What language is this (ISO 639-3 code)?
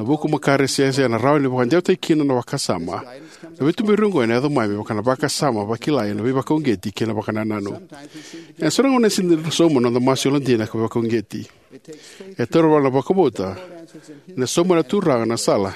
fij